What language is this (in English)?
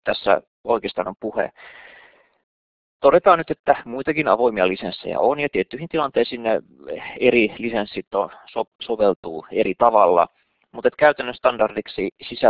Finnish